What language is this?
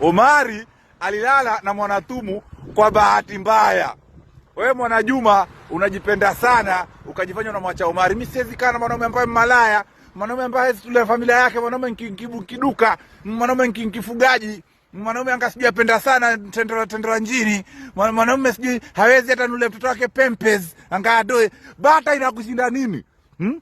Swahili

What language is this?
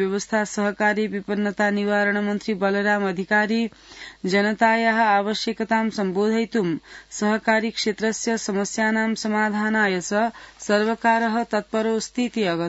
Sanskrit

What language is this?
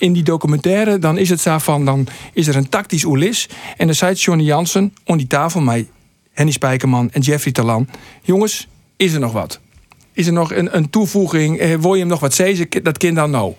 Western Frisian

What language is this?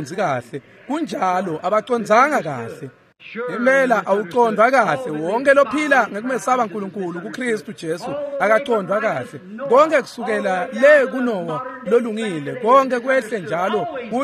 Swati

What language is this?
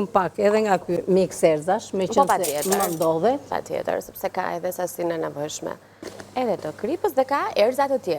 Albanian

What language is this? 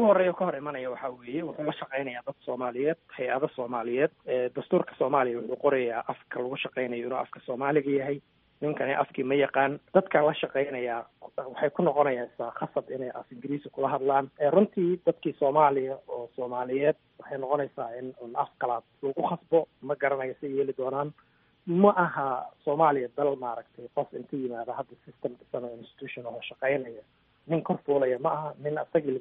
Somali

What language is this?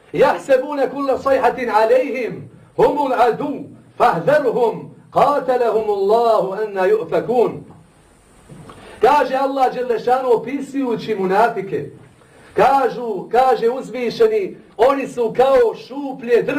Bosnian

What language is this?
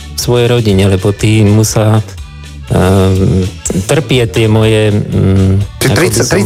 Slovak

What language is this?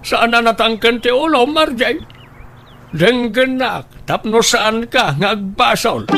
Iloko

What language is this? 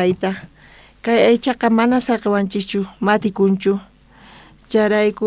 South Bolivian Quechua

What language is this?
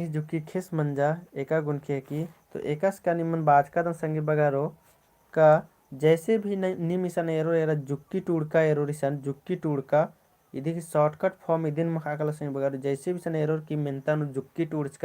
Kurukh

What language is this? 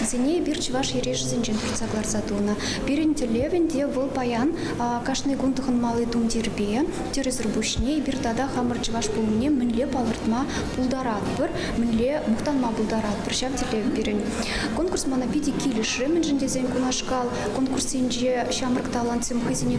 Chuvash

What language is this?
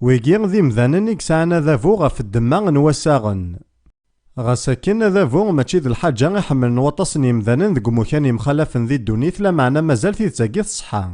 Kabyle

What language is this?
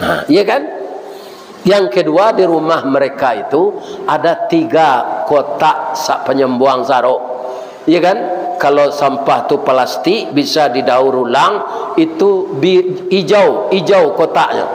Minangkabau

